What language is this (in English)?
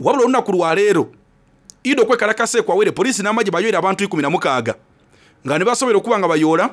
Soga